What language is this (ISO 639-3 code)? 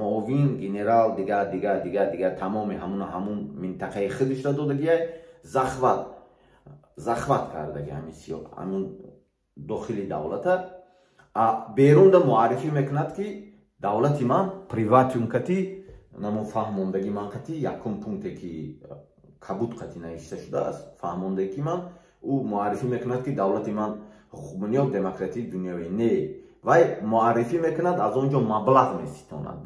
tgk